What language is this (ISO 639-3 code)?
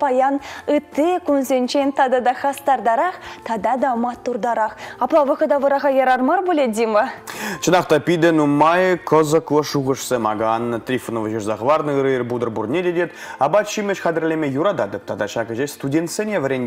chv